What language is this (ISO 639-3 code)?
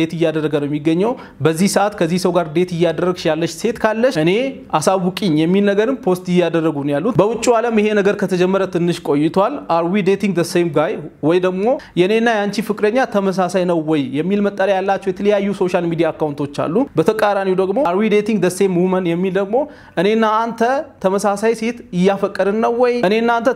amh